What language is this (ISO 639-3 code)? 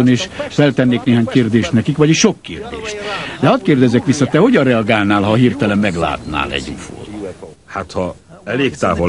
hun